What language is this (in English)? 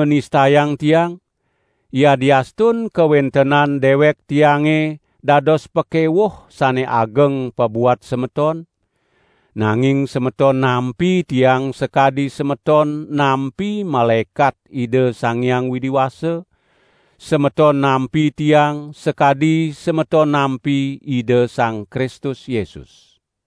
Balinese